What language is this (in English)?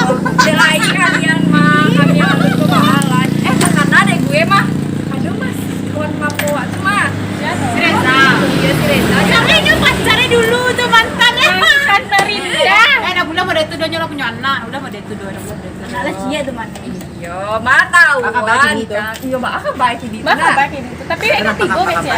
Minangkabau